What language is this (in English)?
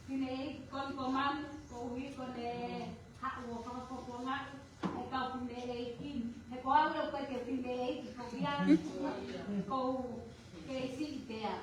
Tongan